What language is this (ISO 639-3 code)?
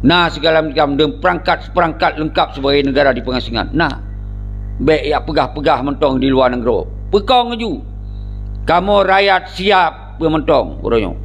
ace